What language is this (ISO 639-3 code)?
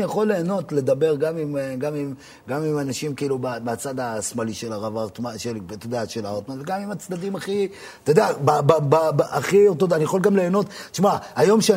heb